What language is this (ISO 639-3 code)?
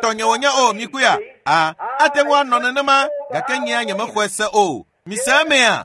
ewe